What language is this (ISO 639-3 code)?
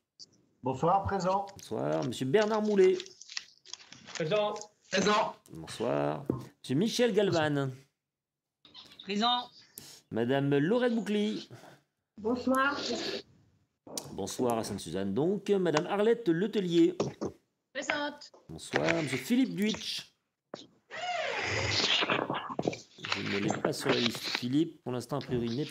fra